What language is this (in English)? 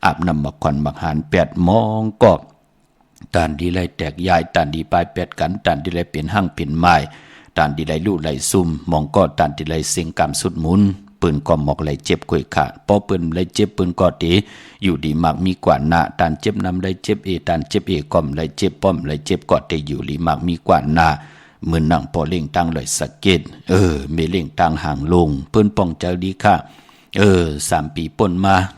Shan